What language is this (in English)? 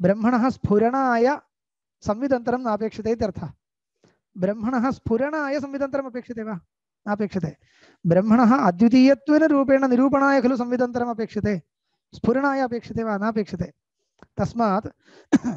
Sanskrit